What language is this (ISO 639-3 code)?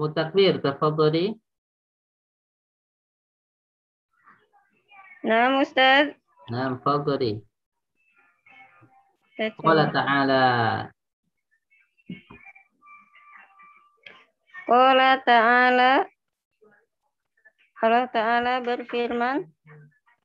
ind